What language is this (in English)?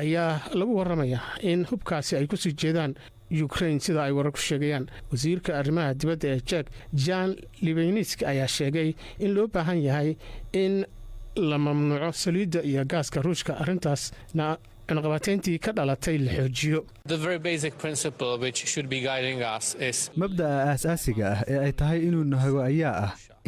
Somali